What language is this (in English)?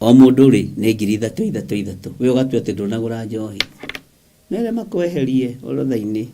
Kikuyu